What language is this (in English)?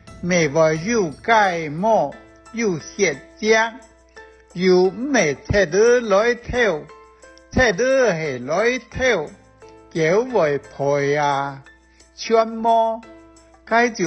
Hakka Chinese